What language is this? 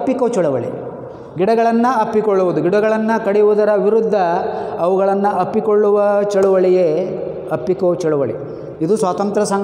Kannada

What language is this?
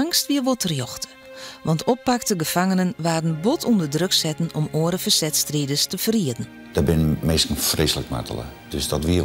Western Frisian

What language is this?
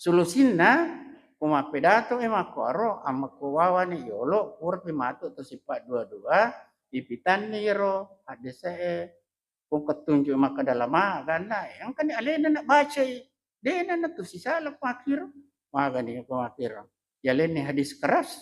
Buginese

